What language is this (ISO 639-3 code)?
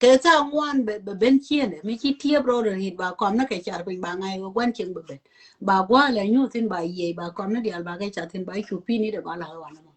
nus